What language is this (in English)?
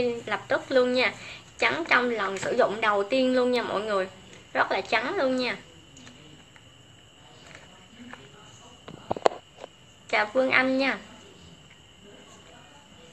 Vietnamese